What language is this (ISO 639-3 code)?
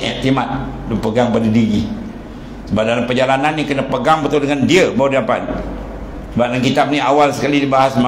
msa